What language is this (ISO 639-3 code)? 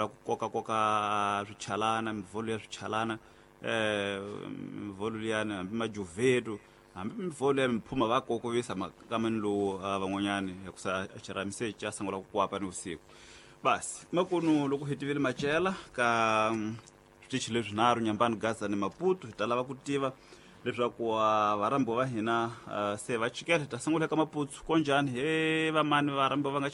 tso